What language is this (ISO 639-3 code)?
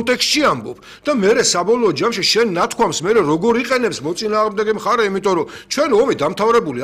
kat